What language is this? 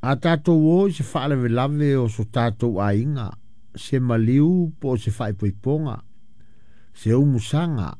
Samoan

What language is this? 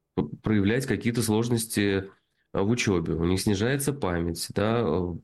Russian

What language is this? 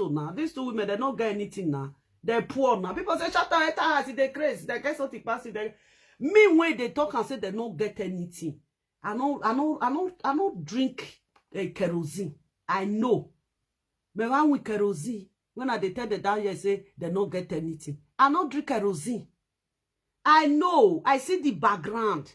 Nigerian Pidgin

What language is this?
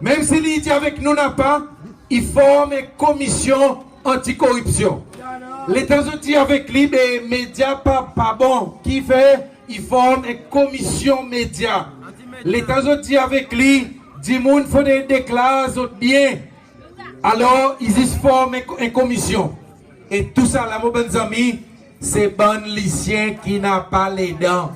Seselwa Creole French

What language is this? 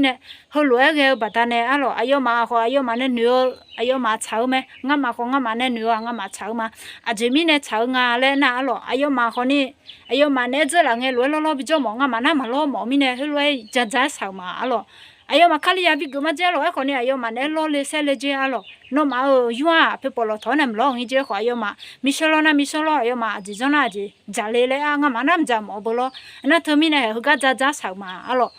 Akha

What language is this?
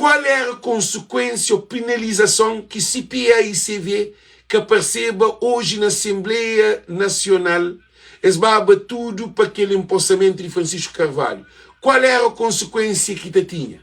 Kabuverdianu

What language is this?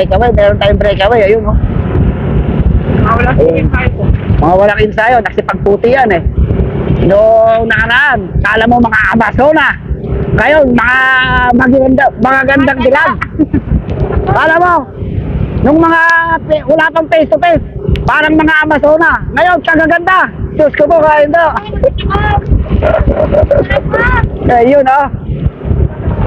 Filipino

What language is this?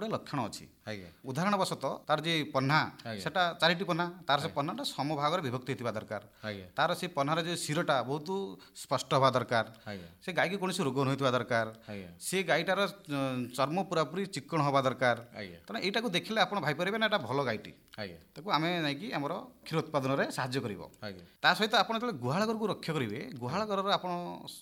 Odia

